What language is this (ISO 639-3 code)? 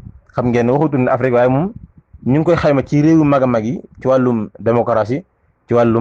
wol